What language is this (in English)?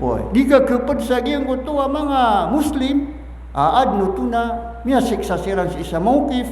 Maranao